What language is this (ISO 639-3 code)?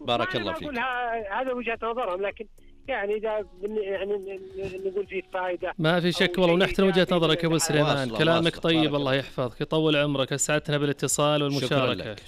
ars